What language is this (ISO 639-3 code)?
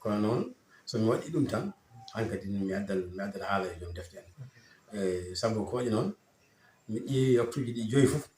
ful